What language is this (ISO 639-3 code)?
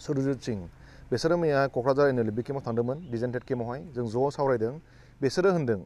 brx